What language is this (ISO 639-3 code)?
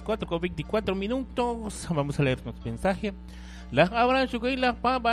kek